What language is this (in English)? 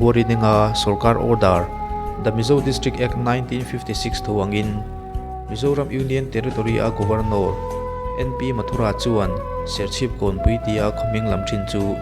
Mizo